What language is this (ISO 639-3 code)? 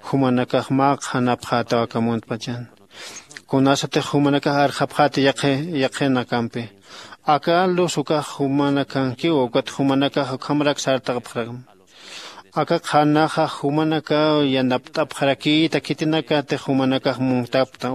aym